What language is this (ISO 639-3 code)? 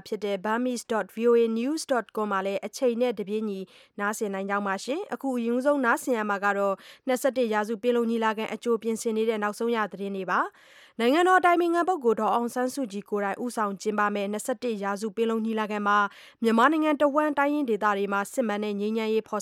mya